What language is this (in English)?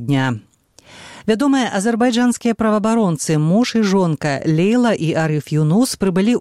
Belarusian